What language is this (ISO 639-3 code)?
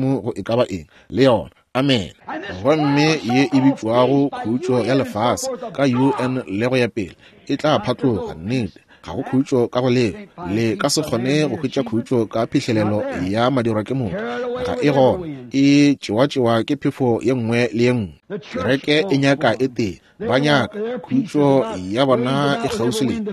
nso